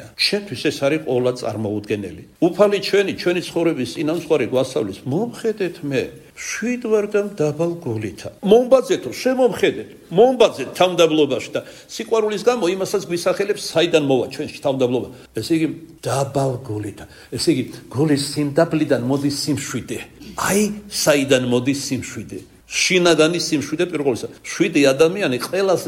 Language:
Georgian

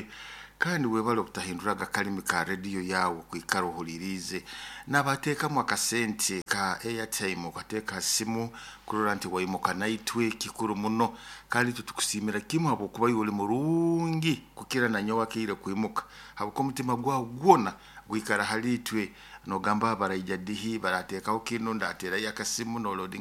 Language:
Nyoro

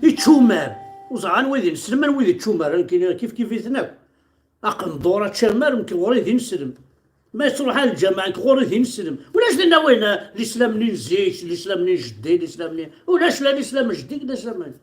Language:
Kabyle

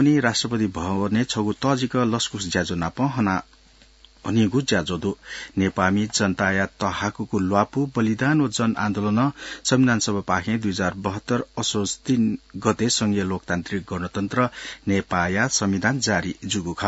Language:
Newari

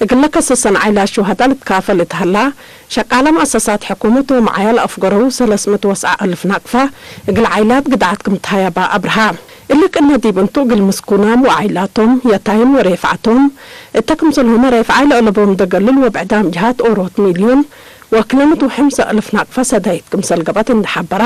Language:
Tigre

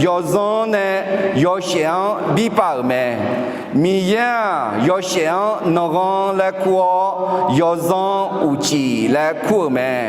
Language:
Akha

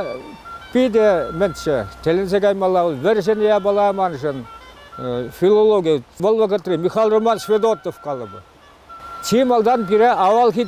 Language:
Chuvash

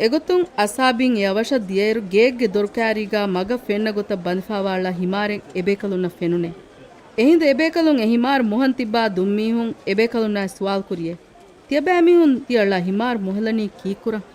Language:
Divehi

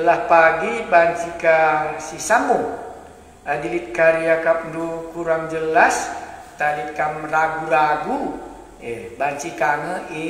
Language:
Batak Karo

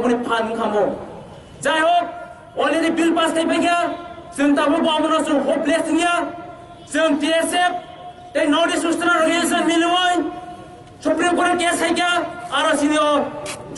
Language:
Kok Borok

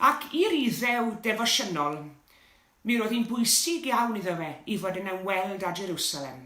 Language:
Welsh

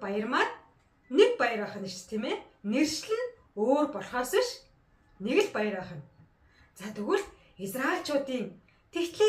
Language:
Mongolian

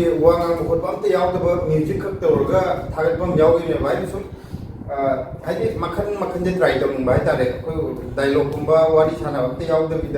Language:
Manipuri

